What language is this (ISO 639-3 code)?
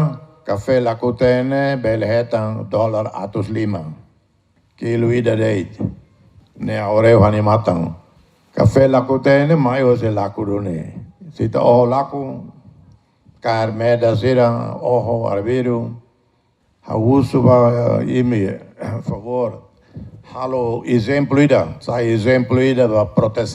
tet